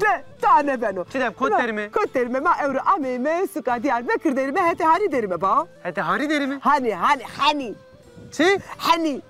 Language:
Zaza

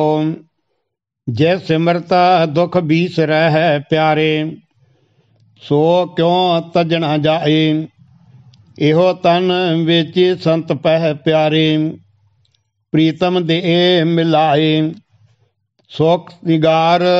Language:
Punjabi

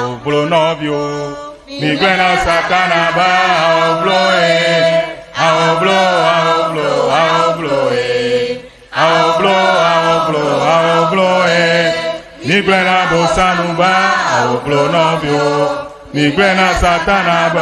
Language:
Ewe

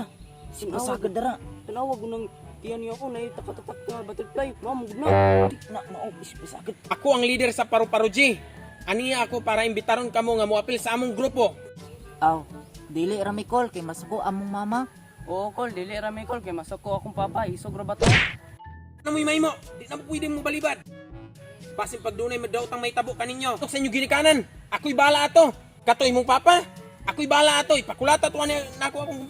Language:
Cebuano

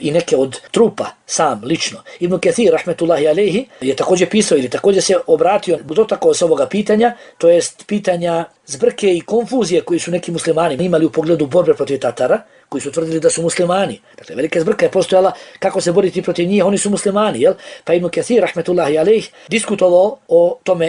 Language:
Bosnian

